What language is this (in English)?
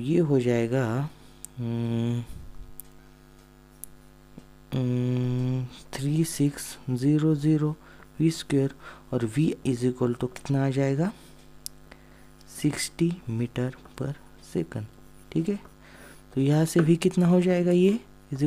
Hindi